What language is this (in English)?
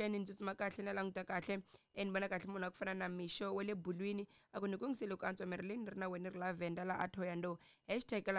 Tsonga